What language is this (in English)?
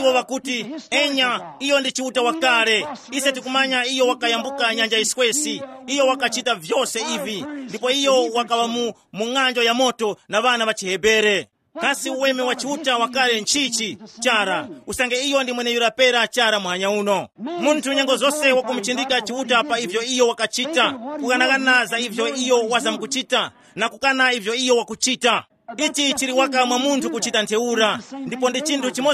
Tumbuka